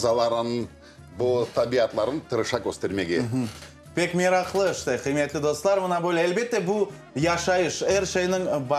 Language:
Crimean Tatar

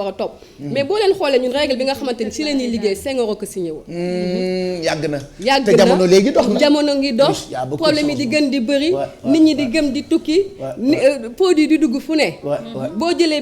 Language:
Wolof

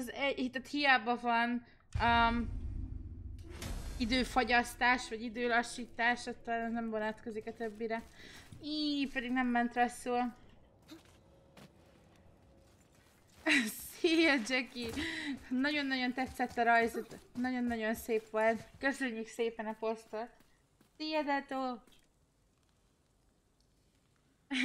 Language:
Hungarian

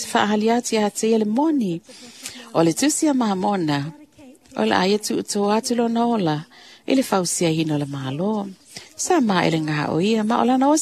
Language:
Samoan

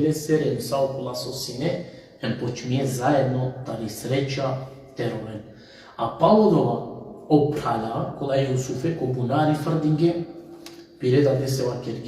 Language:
Balkan Romani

